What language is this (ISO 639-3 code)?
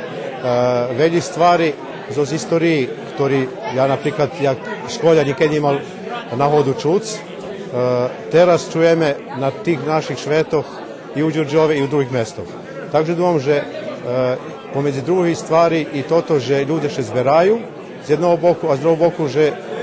rue